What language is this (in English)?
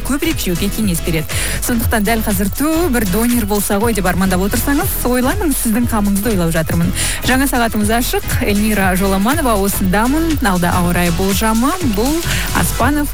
Kazakh